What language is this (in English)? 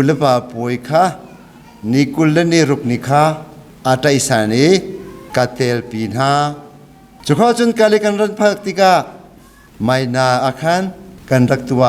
Hakha Chin